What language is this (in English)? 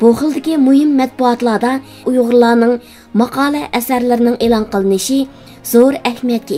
Uyghur